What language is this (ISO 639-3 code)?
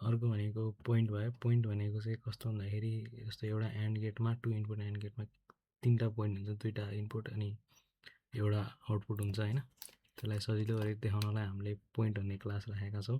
nep